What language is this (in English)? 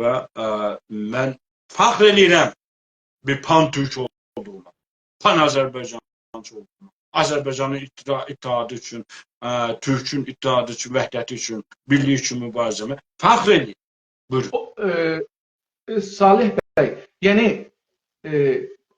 South Azerbaijani